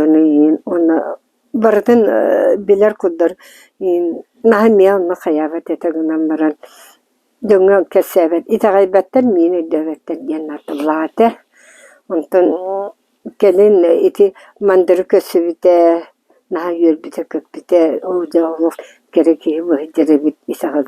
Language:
Yakut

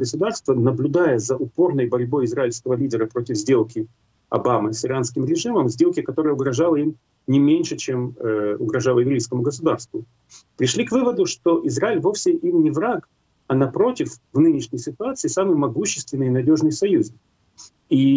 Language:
Russian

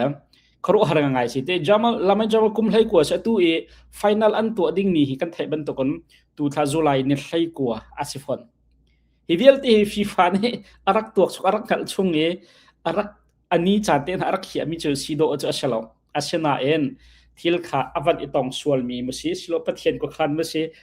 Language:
Hakha Chin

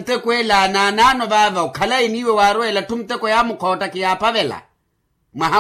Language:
Makhuwa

